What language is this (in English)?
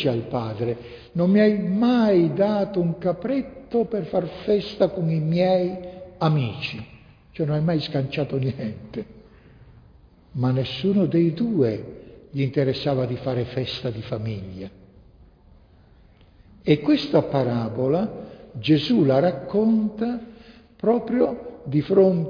Italian